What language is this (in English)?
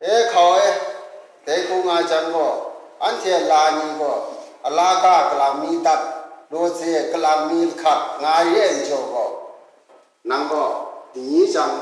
Kachin